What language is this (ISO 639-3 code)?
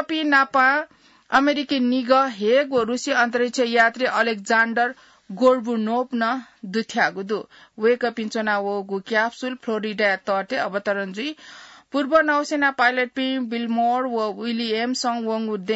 new